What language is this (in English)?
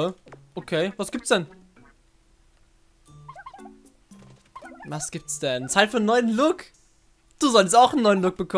German